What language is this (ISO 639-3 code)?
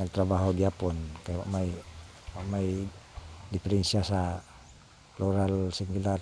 ceb